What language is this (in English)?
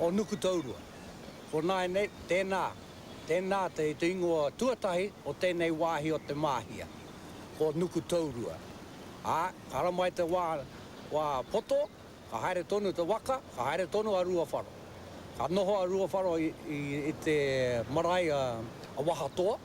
Māori